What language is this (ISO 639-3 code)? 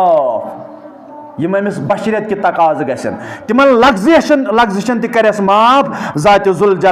kas